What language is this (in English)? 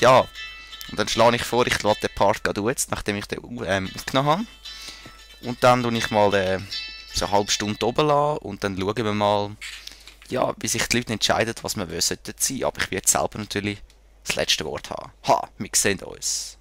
Swiss German